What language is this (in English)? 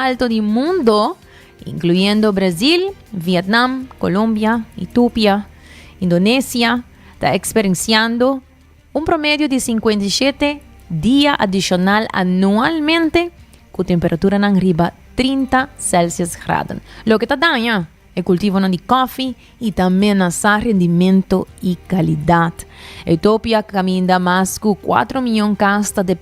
Papiamento